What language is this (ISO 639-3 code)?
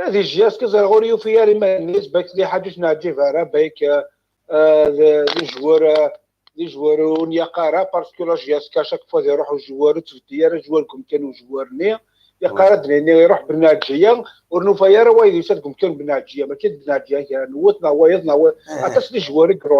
kab